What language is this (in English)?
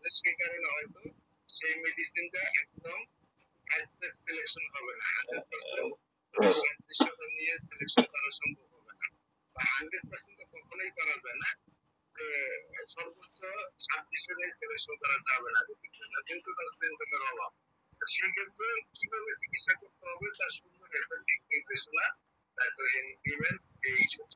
Bangla